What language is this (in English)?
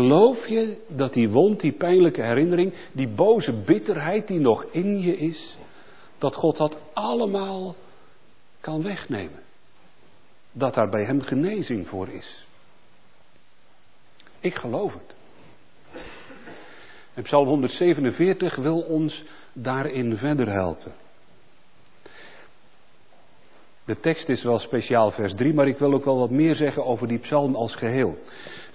Dutch